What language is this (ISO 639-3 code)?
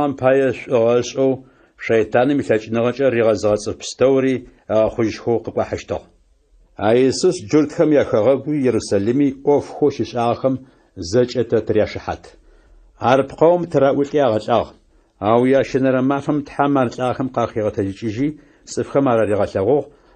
ady